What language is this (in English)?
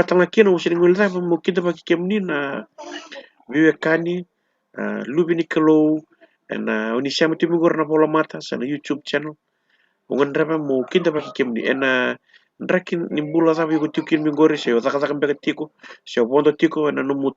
Fijian